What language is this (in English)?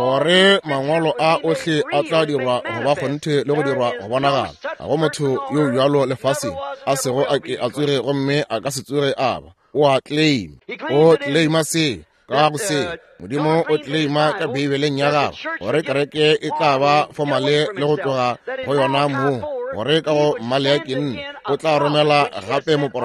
Northern Sotho